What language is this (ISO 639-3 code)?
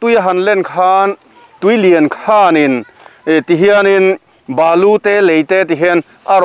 lus